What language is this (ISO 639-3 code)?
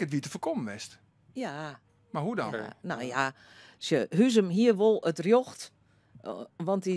fry